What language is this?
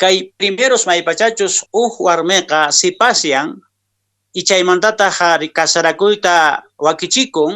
Quechua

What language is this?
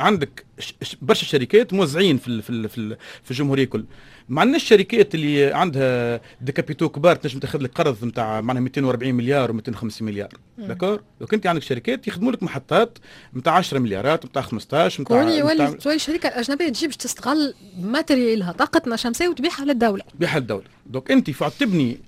Tunisian Arabic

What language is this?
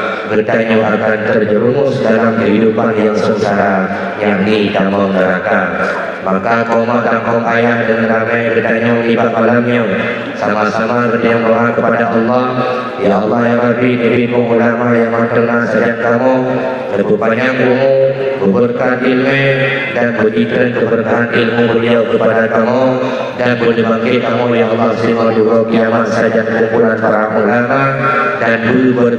Achinese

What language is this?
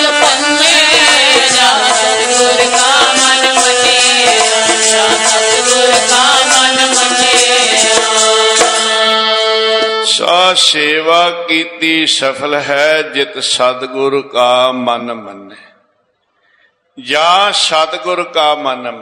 Punjabi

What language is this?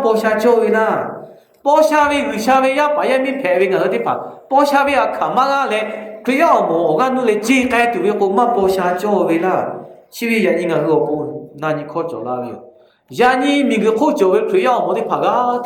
Lahu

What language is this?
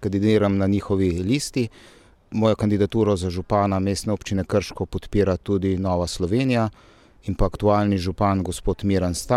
Slovenian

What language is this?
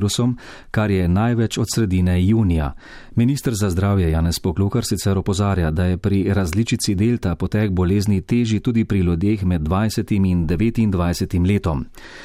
Slovenian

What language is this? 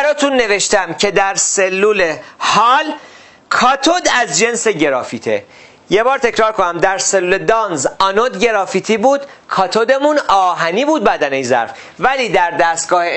Persian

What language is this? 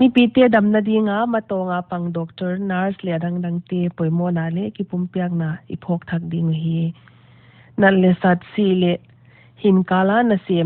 Paite Chin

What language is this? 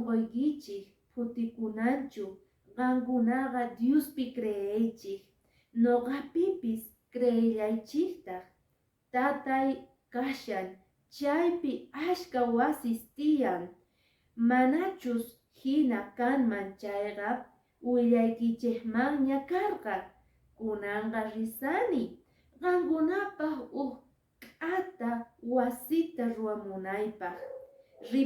Quechua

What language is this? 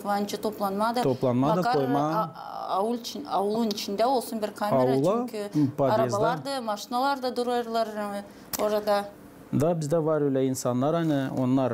Gagauz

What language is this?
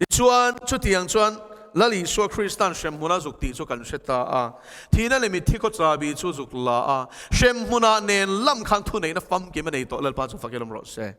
Mizo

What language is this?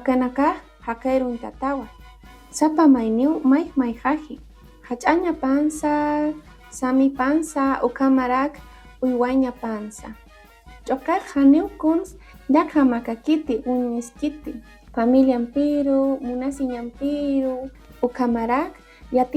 Aymara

